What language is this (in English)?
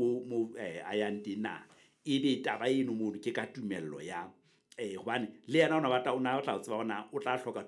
Southern Sotho